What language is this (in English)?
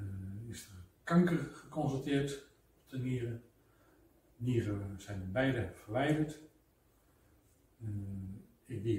Dutch